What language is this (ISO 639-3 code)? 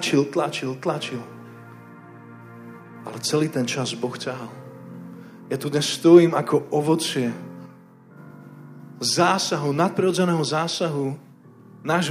slk